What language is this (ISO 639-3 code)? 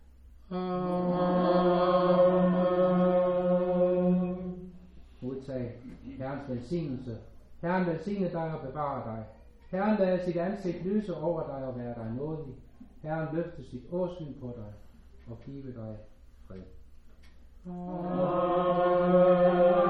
dan